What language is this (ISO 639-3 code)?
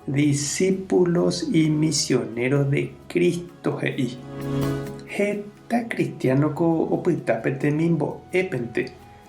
grn